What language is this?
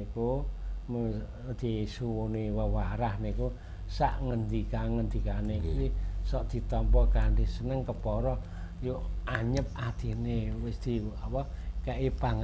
Javanese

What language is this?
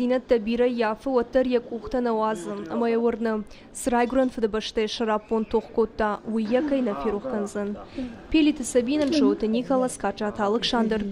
Ossetic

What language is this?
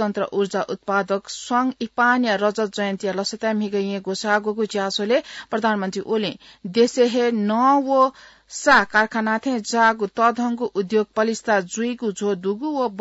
Newari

